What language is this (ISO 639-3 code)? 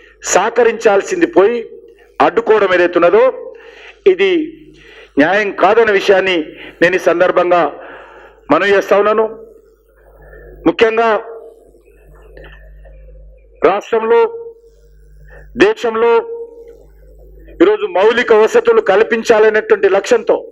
tel